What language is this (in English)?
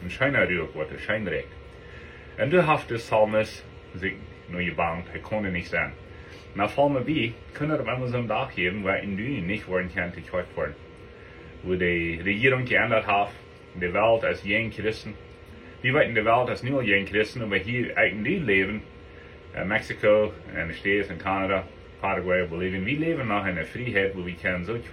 Plautdietsch